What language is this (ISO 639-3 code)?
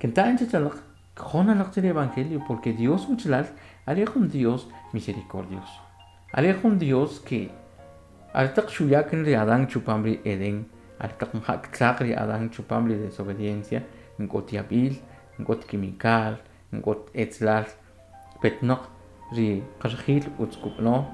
quc